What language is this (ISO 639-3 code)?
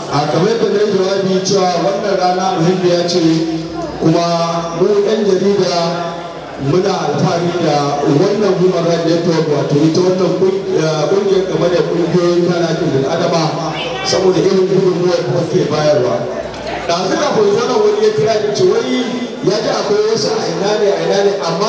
hau